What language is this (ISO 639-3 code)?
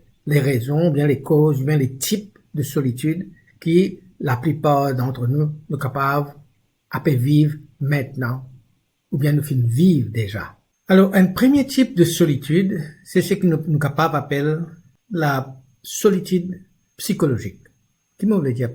mfe